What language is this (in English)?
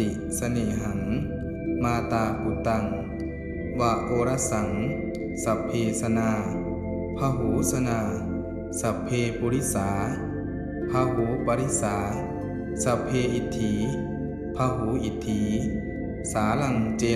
Pali